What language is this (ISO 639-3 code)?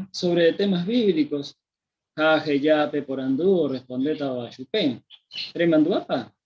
grn